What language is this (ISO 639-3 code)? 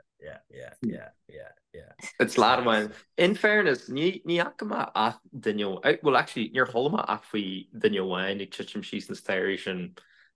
gle